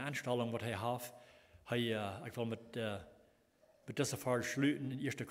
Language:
Plautdietsch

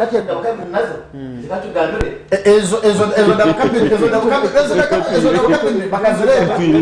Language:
Nyankole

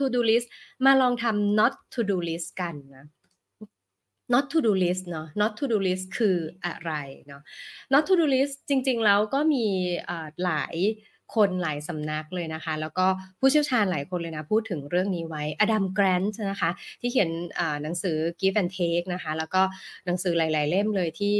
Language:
Thai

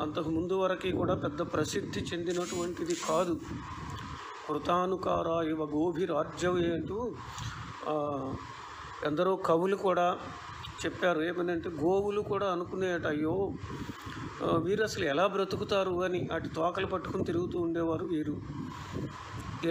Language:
Telugu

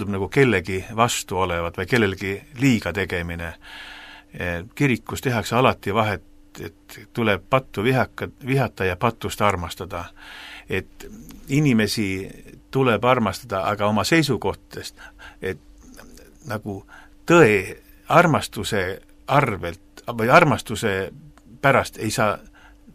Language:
Estonian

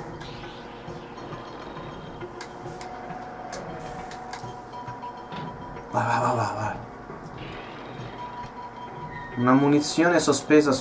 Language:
Italian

